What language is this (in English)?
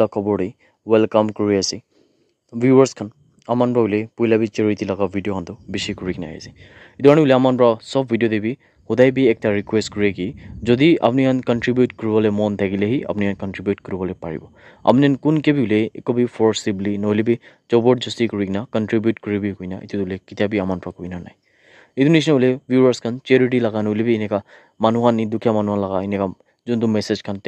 Naga Pidgin